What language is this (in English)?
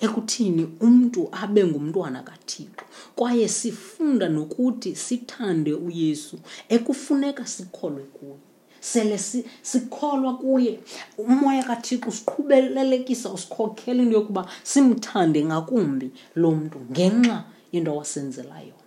Xhosa